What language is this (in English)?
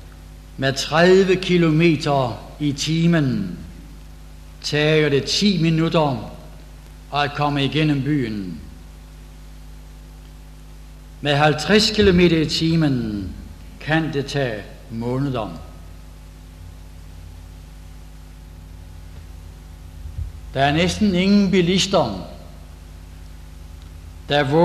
Danish